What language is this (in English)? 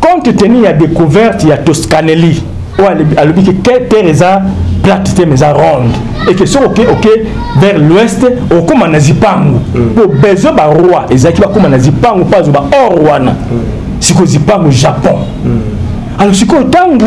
Lingala